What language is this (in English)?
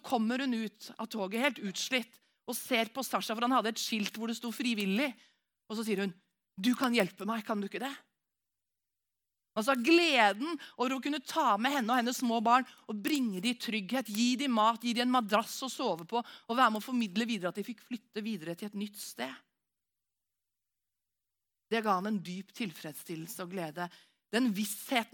Norwegian